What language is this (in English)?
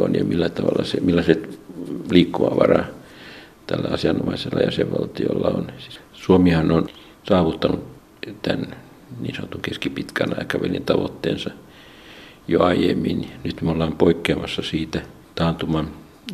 Finnish